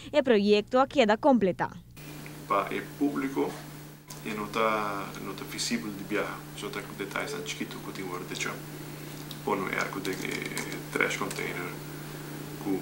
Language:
Papiamento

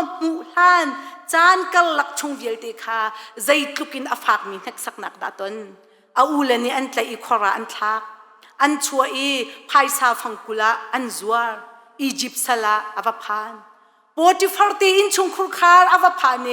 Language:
Hakha Chin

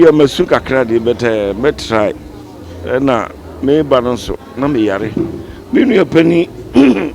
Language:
Akan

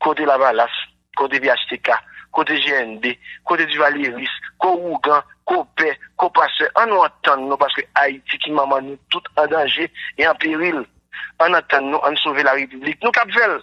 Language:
Haitian Creole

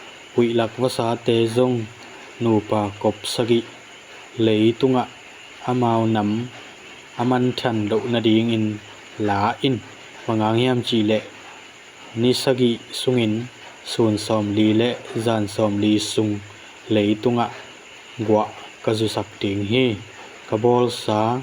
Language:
Tedim Chin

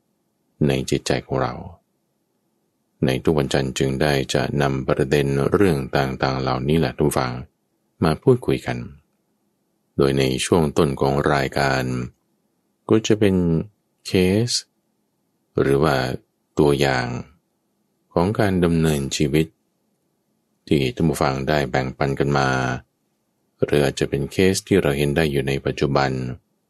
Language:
Thai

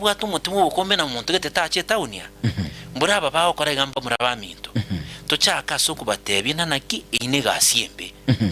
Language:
Gusii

